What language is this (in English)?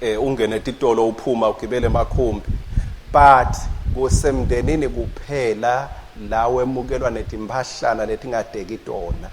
Swati